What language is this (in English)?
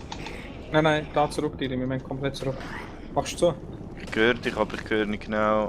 Swiss German